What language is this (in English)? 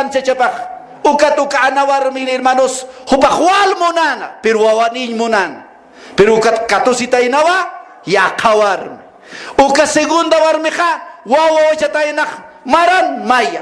Aymara